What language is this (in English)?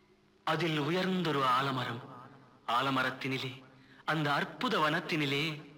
Tamil